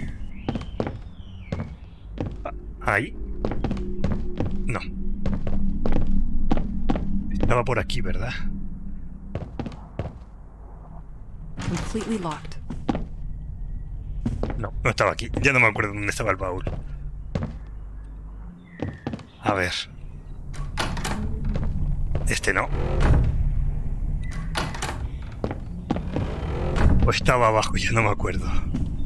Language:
Spanish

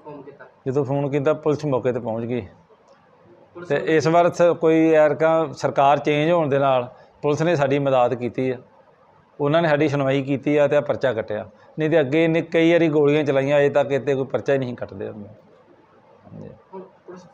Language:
Punjabi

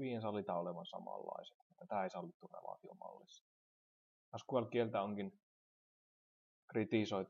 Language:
Finnish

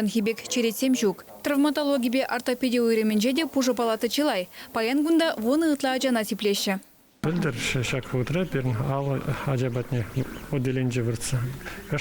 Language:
Chuvash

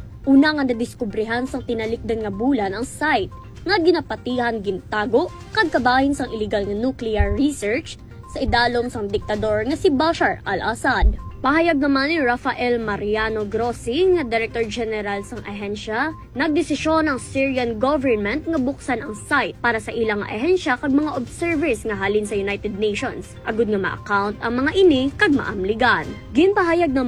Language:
Hiligaynon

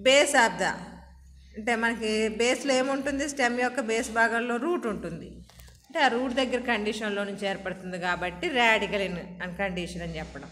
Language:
Telugu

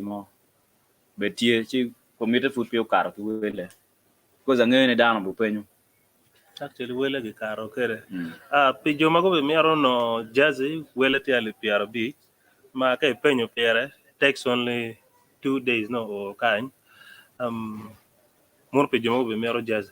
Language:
Acoli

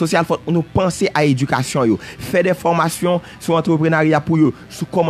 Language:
Haitian Creole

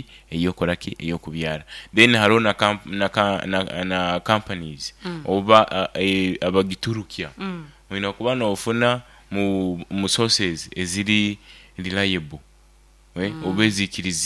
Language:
Nyoro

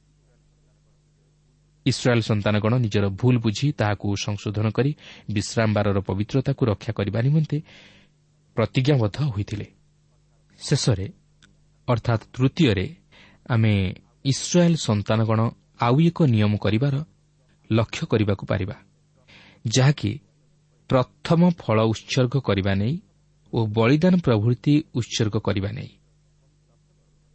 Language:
Odia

